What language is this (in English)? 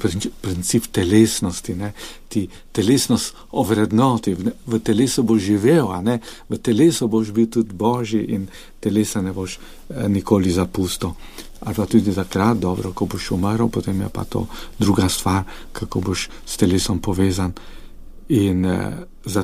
Slovenian